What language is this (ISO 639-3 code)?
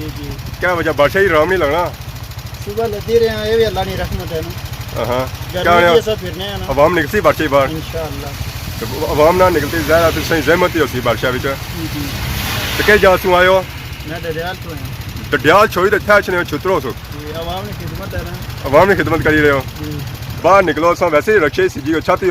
phr